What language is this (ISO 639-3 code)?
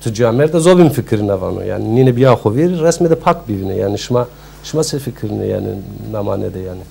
zza